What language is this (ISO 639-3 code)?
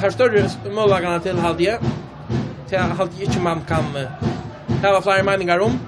fao